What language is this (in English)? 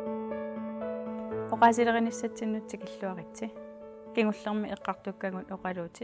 Kalaallisut